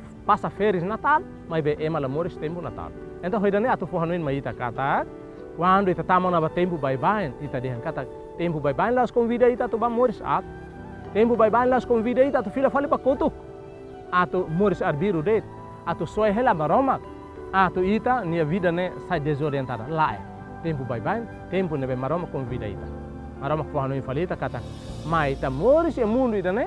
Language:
Tetum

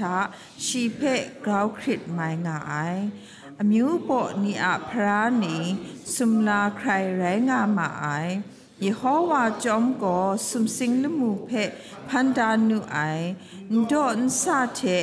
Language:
Kachin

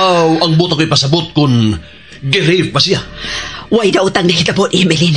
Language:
Cebuano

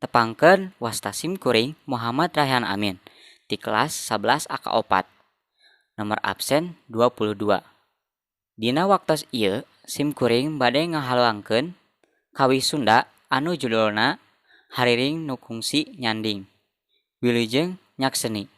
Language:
Sundanese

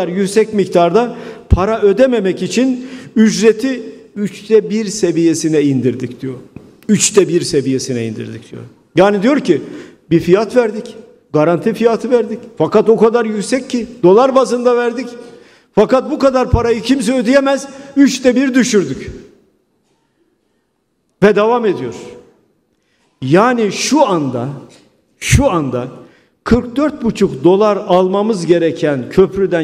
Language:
Turkish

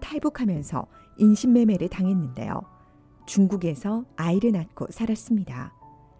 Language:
Korean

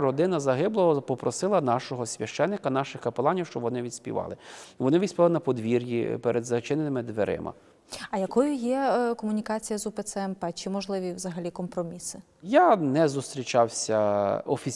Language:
Ukrainian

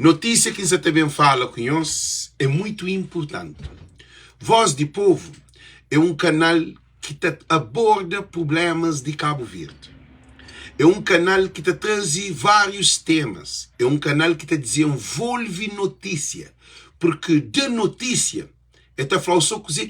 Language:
Kabuverdianu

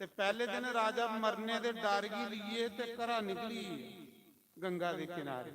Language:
Dogri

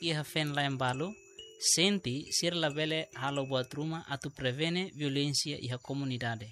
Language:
Tetum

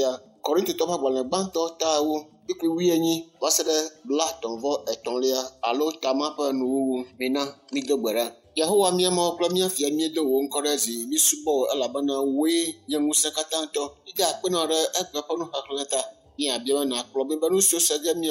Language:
Ewe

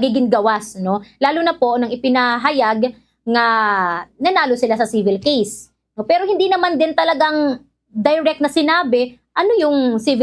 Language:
Waray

